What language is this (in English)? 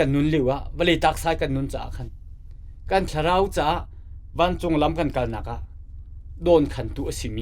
Hakha Chin